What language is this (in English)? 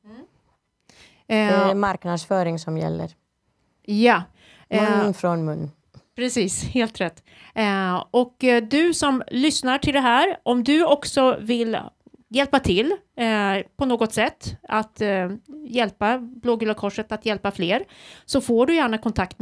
Swedish